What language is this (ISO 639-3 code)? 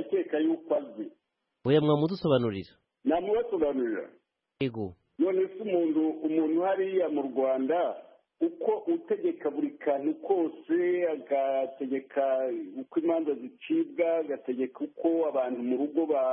kin